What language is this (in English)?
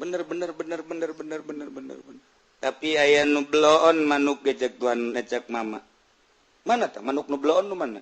Sundanese